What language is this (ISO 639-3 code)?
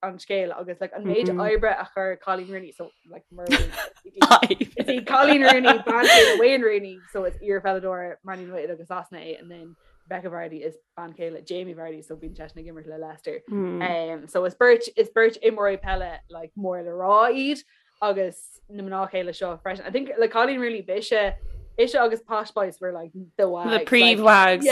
gle